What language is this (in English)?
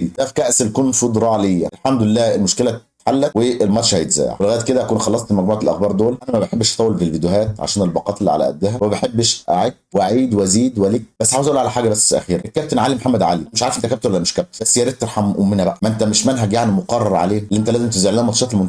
Egyptian Arabic